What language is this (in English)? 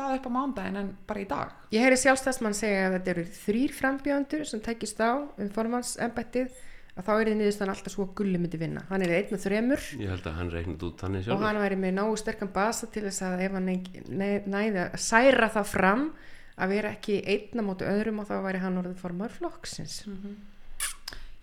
Icelandic